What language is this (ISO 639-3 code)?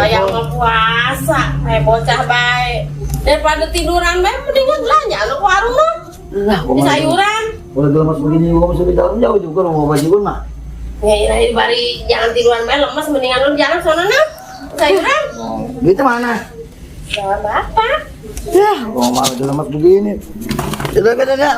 bew